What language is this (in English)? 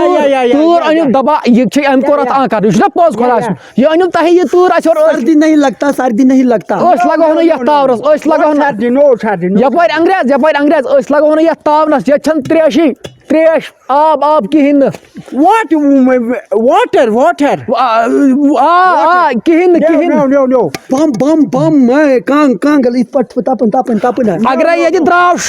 Kashmiri